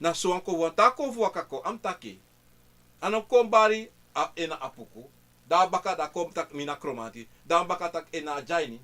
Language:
Sranan Tongo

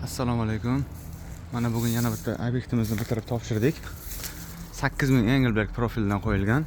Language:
Uzbek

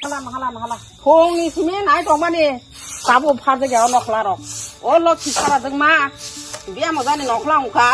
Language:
Kok Borok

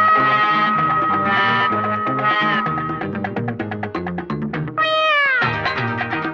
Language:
Tamil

